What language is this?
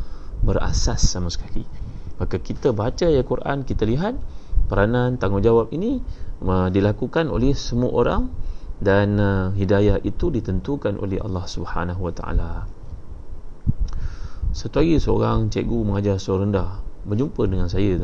Malay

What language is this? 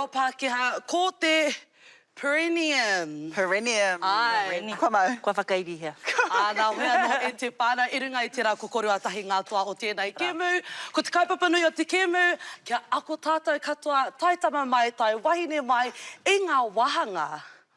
Māori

